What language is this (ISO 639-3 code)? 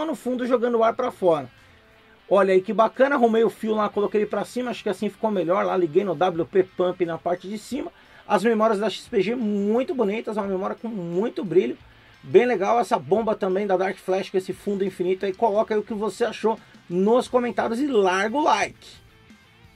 por